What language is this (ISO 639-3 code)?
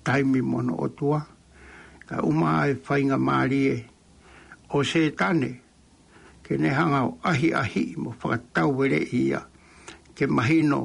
ton